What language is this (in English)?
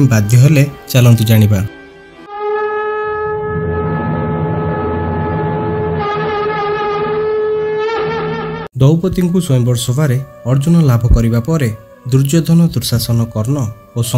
Odia